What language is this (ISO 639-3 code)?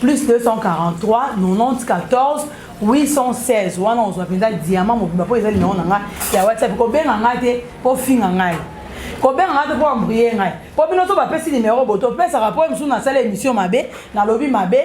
lin